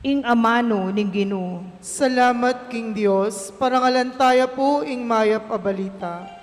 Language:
Pampanga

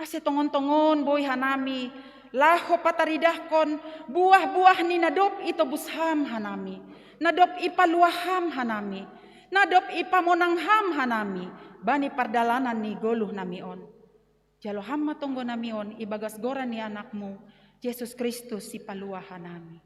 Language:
Batak Simalungun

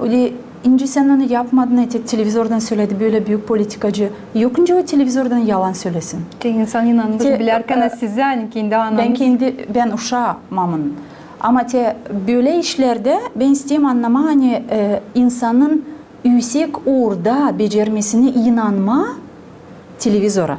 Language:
Gagauz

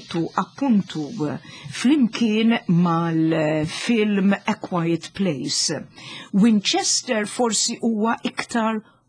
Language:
Maltese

